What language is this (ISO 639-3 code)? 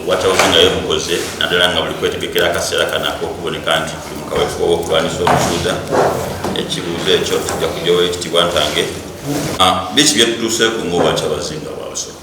xog